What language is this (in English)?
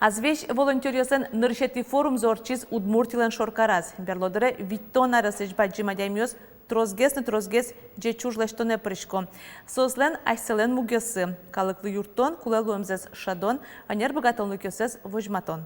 Udmurt